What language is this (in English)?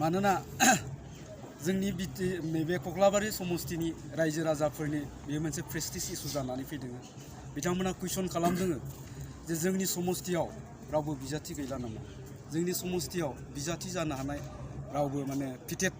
Bodo